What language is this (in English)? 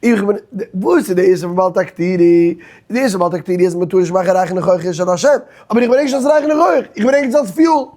Yiddish